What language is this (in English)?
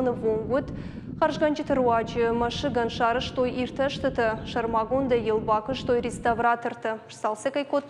Ossetic